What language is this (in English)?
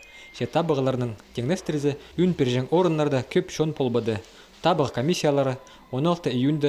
Khakas